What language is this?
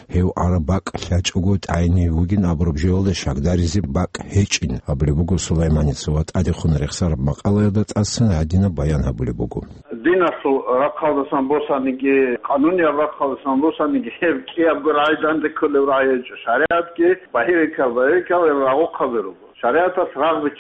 Avaric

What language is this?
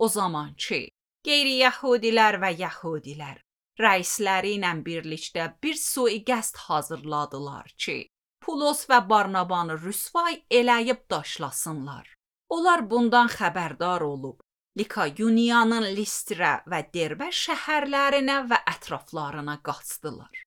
Azerbaijani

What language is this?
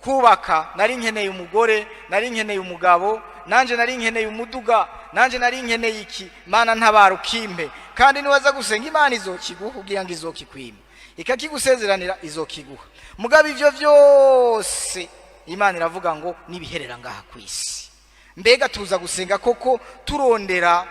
Rundi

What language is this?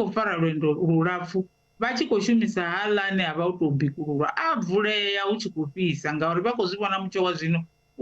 Venda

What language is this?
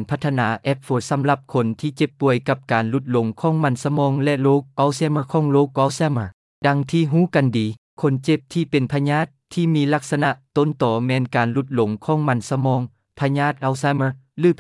Lao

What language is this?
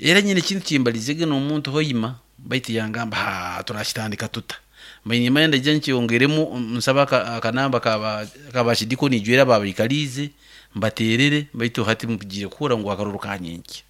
Nyankole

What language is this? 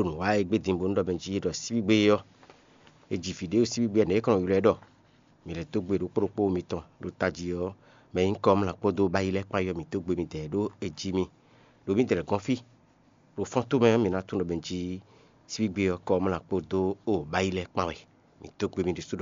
Fon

